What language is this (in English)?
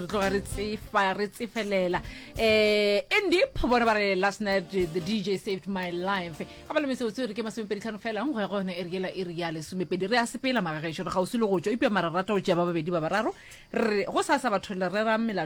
Northern Sotho